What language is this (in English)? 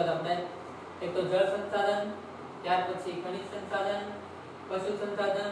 Gujarati